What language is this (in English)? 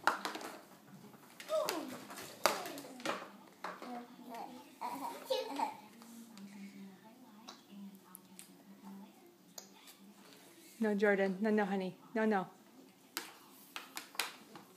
English